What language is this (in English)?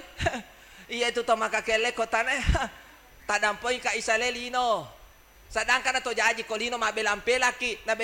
Buginese